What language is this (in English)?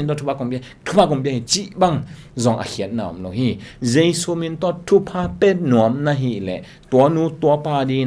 Tedim Chin